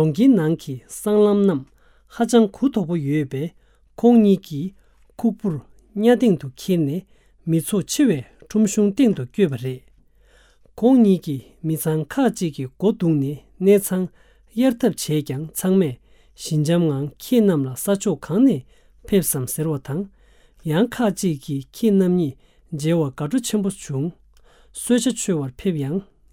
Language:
Tibetan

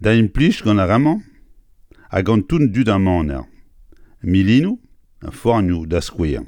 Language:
Breton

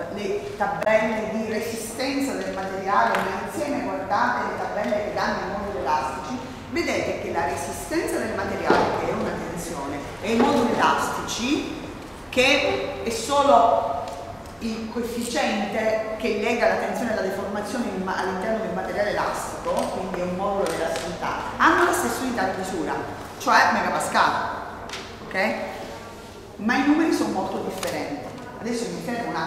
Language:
Italian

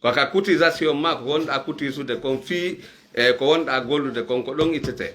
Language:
Fula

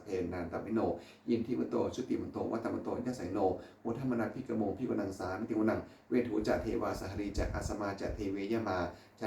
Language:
Pali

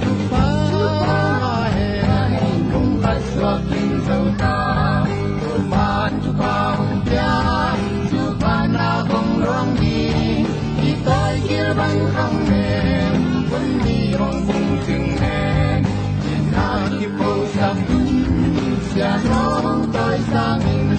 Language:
Tedim Chin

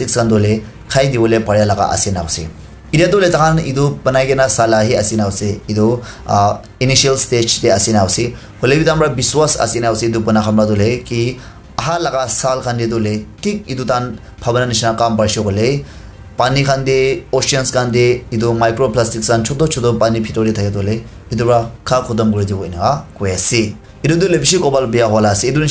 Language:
Naga Pidgin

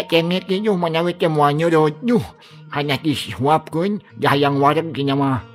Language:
Sundanese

